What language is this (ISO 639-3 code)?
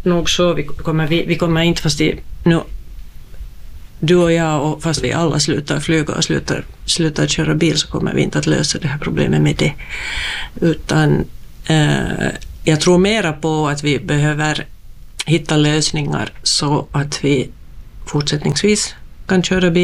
swe